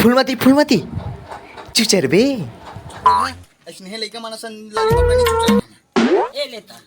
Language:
Chhattisgarhi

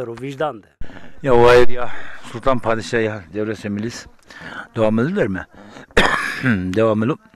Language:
Zaza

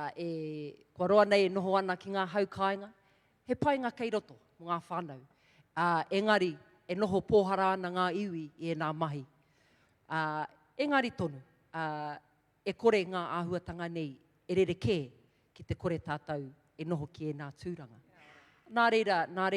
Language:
Māori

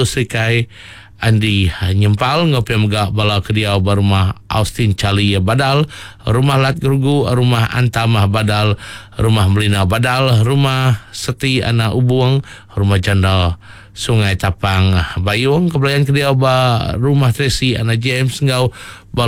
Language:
Iban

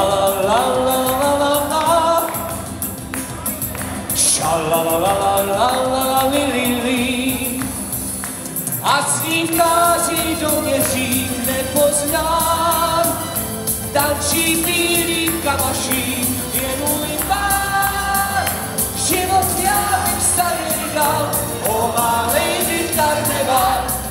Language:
Czech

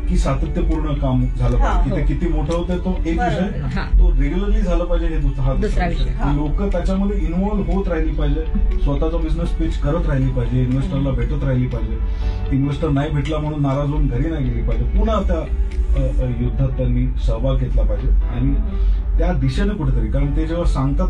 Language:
Marathi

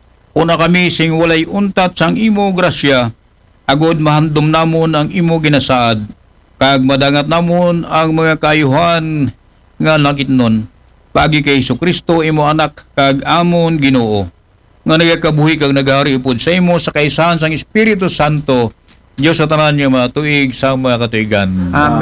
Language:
Aklanon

